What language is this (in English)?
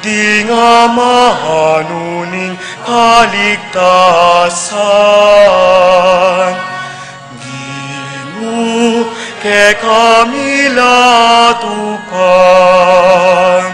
Pampanga